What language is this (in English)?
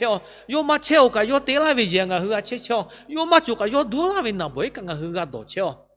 Lahu